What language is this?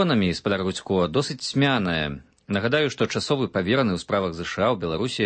Belarusian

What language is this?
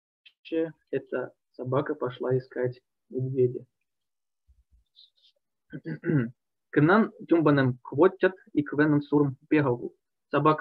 Russian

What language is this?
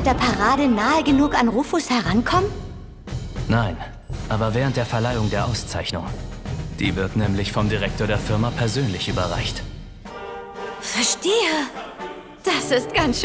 German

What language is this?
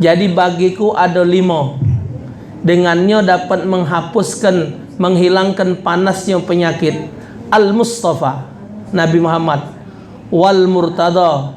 Musi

